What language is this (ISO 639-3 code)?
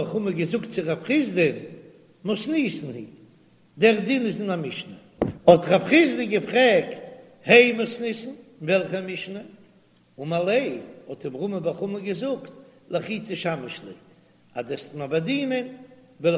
yid